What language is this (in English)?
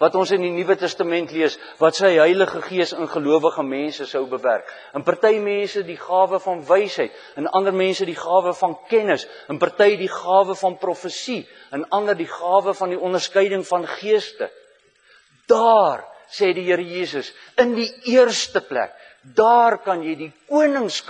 Afrikaans